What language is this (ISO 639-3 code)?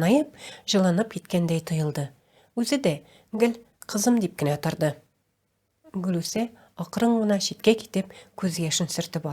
tat